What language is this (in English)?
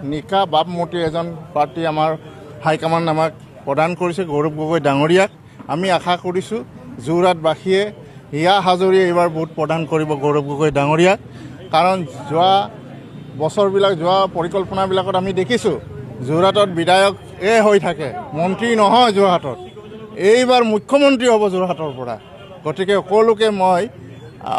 Assamese